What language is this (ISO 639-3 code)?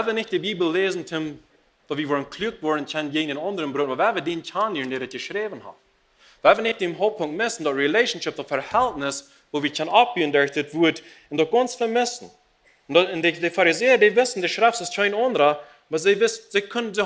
pdt